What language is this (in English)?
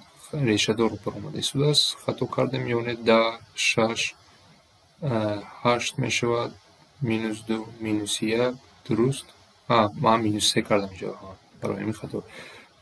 Tajik